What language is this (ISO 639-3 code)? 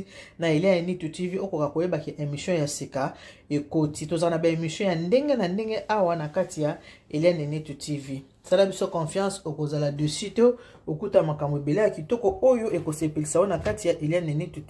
lin